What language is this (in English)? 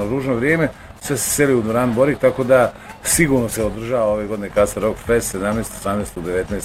Croatian